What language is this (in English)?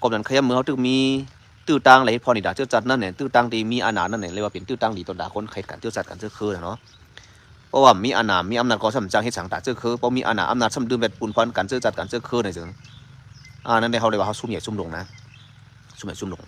Shan